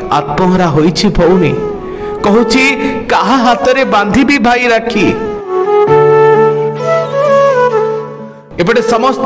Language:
Odia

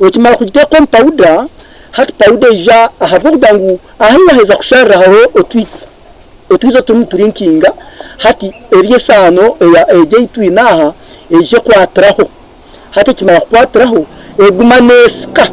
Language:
Nyankole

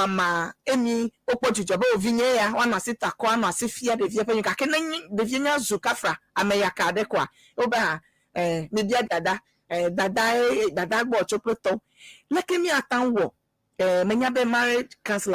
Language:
Ewe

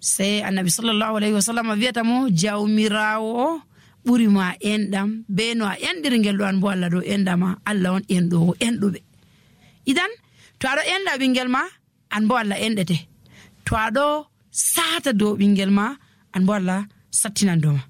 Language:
Nigerian Fulfulde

